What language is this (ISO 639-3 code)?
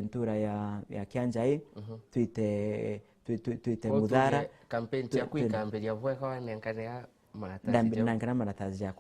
mer